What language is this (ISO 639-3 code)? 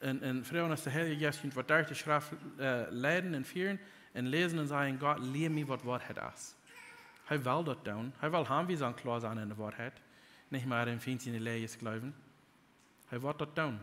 pdt